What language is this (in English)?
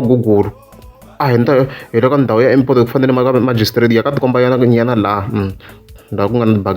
Tsonga